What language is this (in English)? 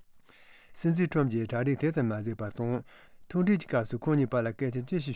Tibetan